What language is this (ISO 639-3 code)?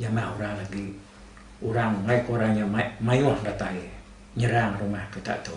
iba